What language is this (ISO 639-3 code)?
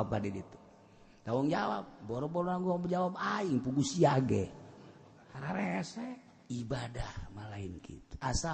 sun